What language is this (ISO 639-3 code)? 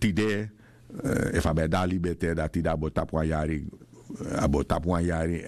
srn